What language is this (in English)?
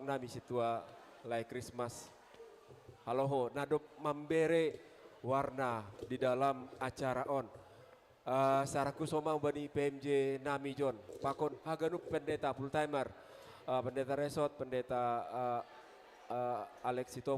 Batak Simalungun